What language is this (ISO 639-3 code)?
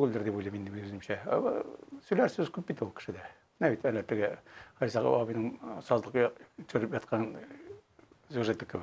tat